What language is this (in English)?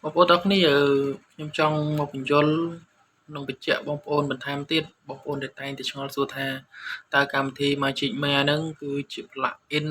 Khmer